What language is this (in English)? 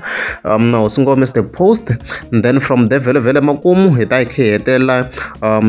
Tsonga